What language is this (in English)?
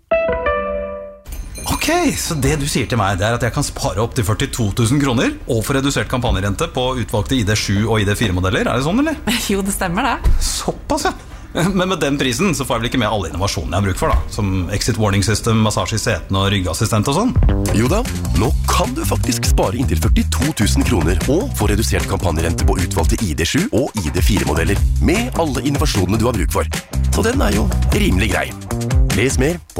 Norwegian